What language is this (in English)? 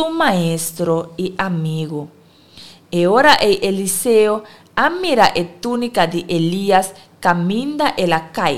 Papiamento